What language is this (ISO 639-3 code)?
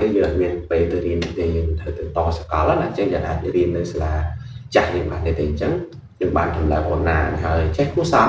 khm